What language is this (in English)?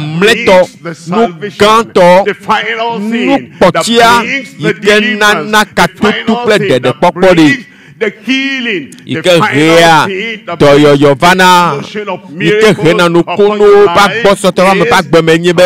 Ewe